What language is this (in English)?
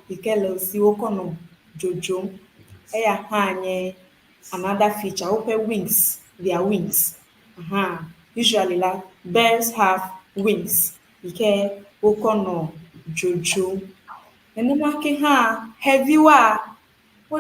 Ewe